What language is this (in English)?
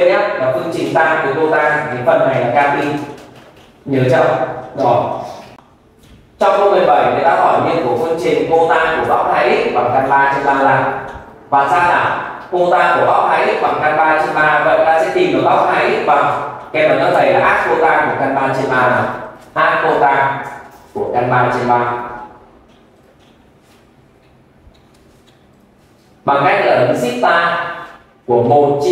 Vietnamese